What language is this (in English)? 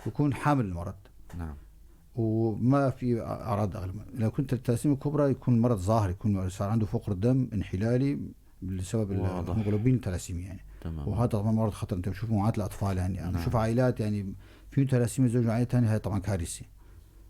North Levantine Arabic